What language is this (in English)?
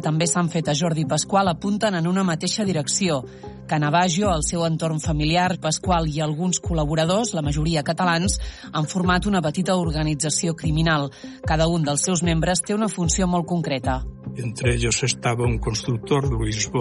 Catalan